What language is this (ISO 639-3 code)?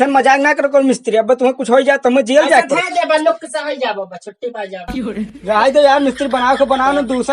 awa